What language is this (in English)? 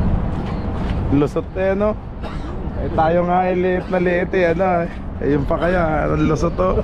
Filipino